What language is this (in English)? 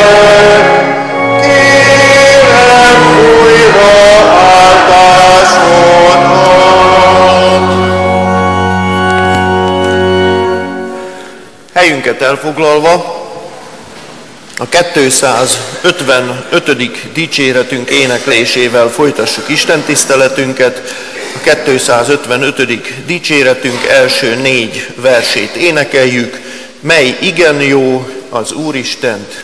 Hungarian